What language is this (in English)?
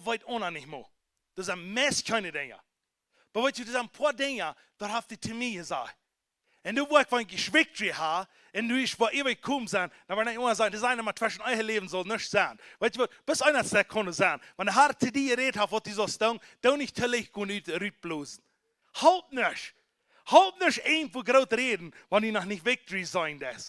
Plautdietsch